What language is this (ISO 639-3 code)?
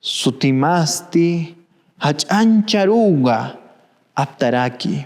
aym